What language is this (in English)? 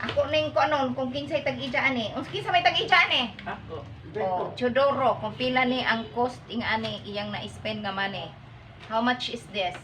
Cebuano